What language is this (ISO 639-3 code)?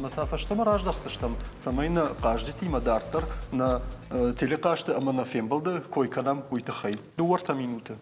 oss